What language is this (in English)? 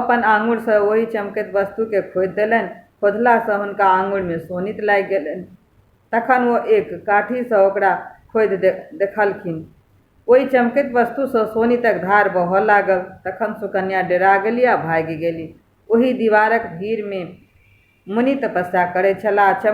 Maithili